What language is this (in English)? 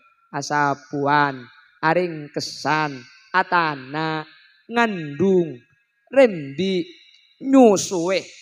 Madurese